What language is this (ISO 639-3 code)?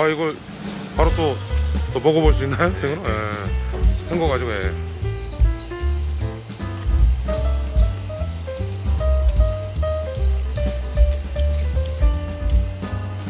kor